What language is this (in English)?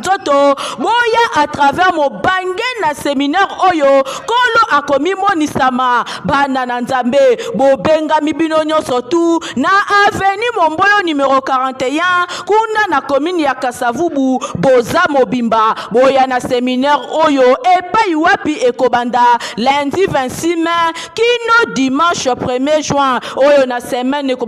Lingala